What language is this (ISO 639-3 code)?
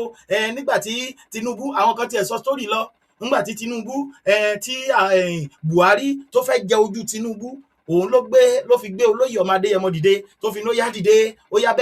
yor